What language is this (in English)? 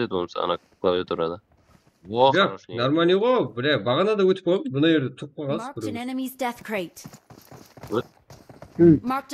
Kara-Kalpak